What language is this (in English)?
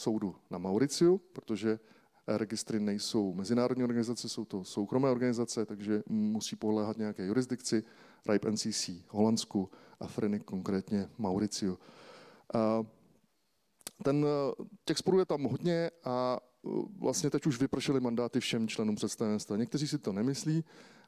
Czech